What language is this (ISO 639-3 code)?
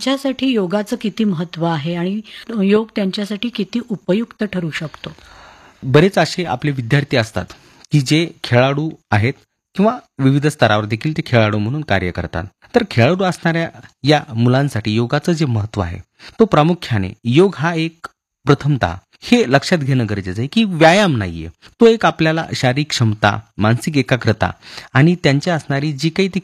mar